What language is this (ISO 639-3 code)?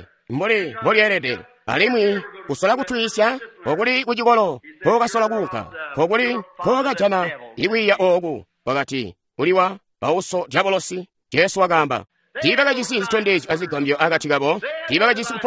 toi